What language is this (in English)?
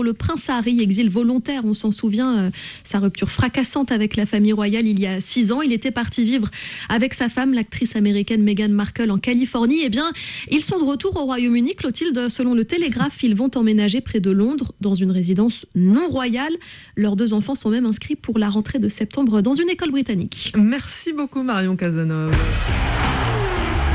French